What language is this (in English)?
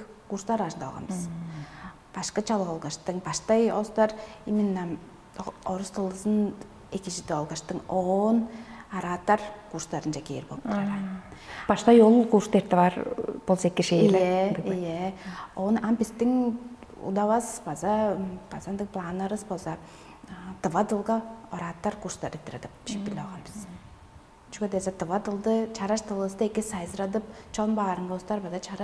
Tuvinian